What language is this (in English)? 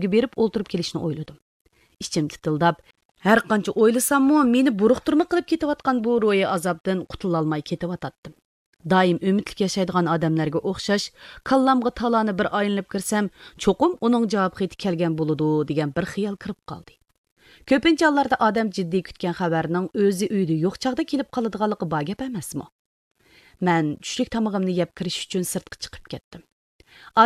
Uyghur